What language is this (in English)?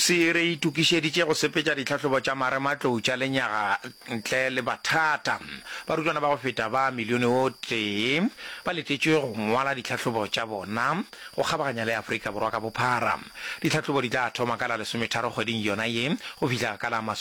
Northern Sotho